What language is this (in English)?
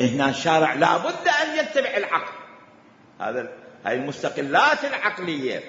Mesopotamian Arabic